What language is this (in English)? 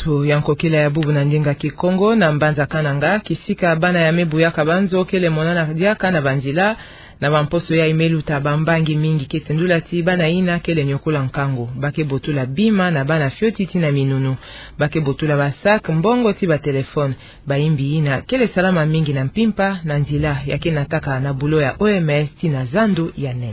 Kituba (Democratic Republic of Congo)